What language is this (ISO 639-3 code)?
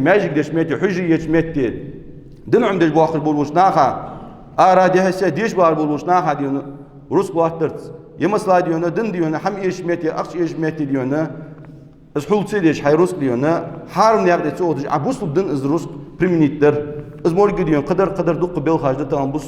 inh